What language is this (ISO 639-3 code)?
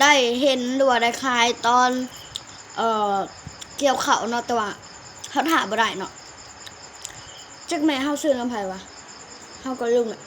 lao